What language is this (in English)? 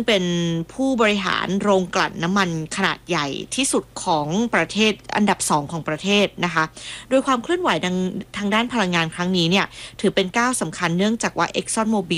Thai